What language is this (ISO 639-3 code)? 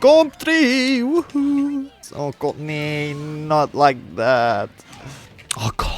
gsw